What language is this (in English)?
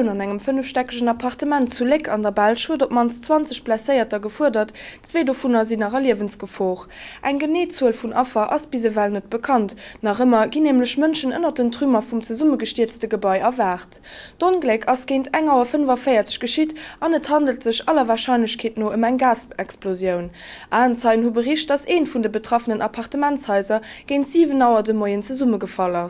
Luxembourgish